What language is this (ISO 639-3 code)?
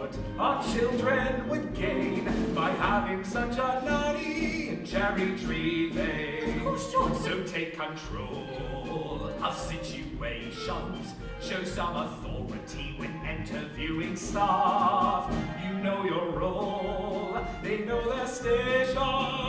eng